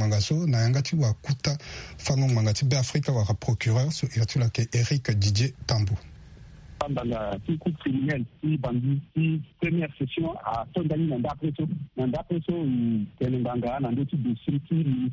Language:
Sango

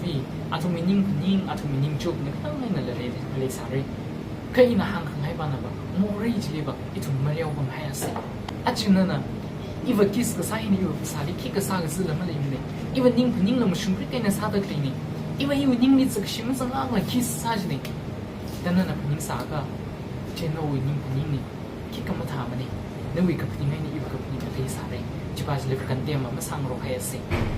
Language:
Tangkhul Naga (India)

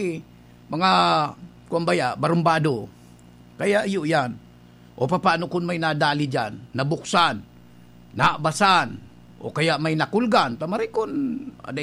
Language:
Bikol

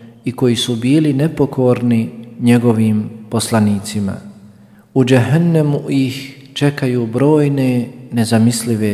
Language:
Bosnian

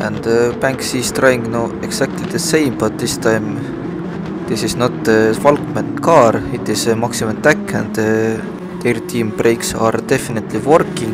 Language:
English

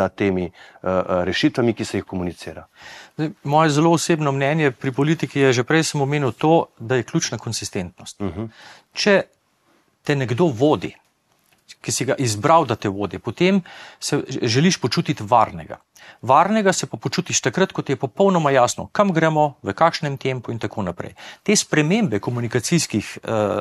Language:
Slovenian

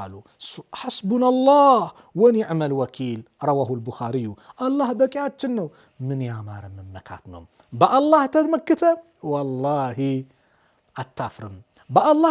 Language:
Amharic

